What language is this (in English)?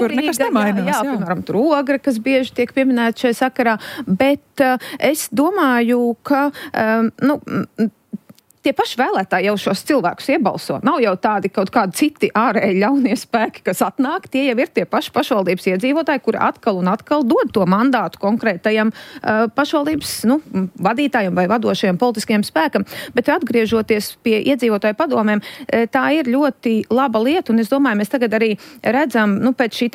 Latvian